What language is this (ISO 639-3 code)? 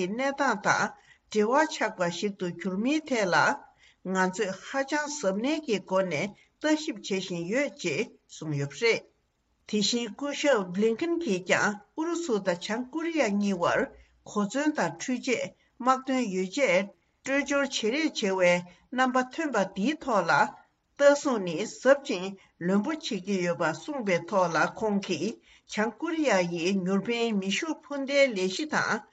bod